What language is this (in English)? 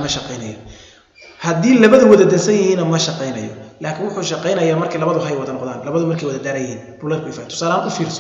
Somali